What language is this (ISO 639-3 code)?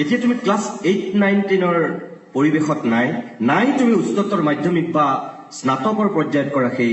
asm